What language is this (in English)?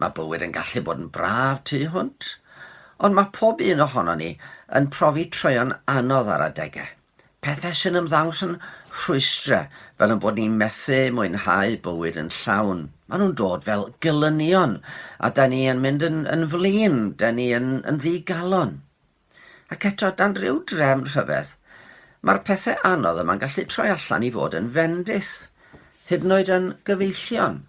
Welsh